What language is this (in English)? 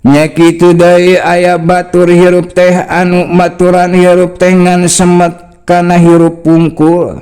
Sundanese